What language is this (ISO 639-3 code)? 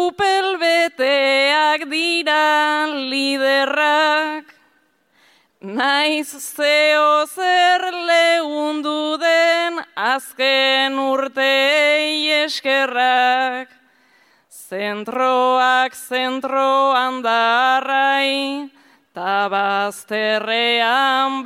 eus